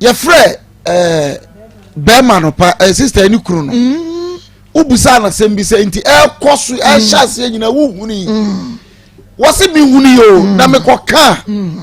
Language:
Akan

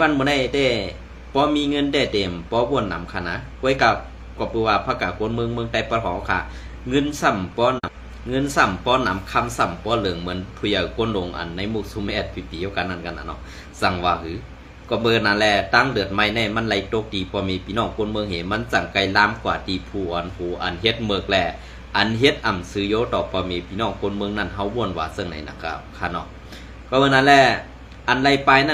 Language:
Shan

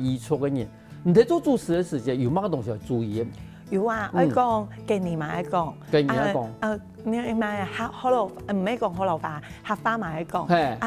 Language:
Hakka Chinese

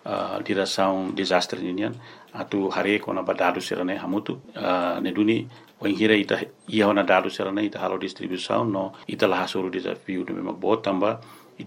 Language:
Tetum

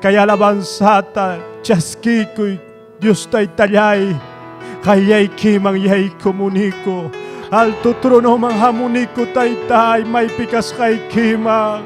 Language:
Ayacucho Quechua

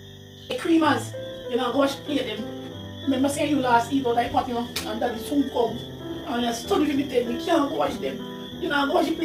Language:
Jamaican Creole English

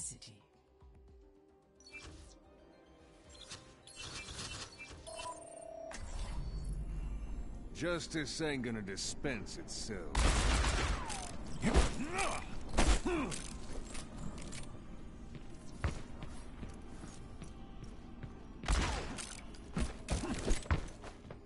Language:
English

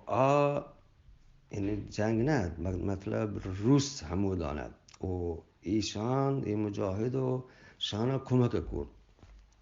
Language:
Eastern Balochi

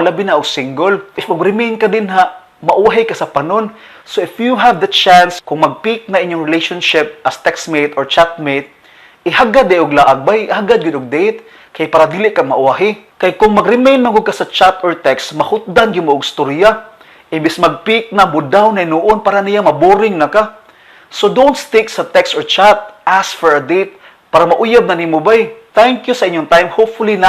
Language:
Cebuano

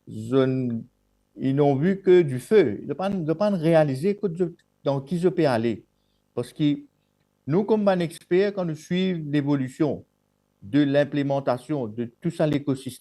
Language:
Morisyen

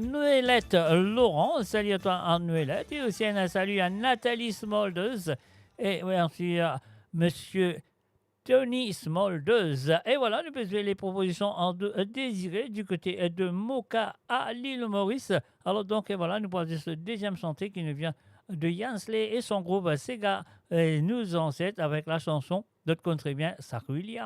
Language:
Morisyen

